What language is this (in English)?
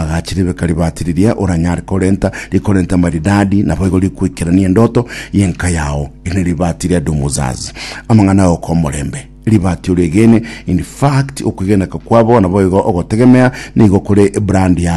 Gusii